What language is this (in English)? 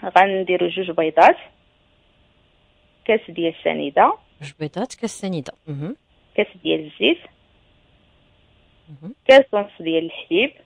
Moroccan Arabic